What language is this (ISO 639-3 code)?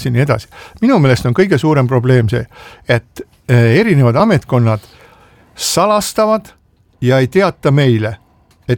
est